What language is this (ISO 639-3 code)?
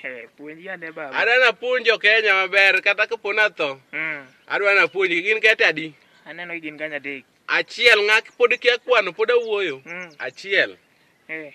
luo